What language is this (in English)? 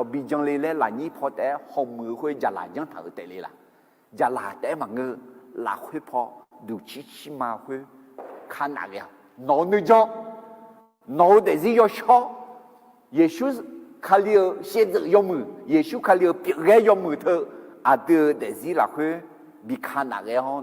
Akha